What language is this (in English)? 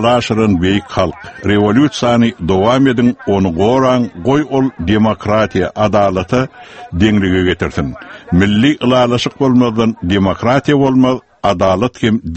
Turkmen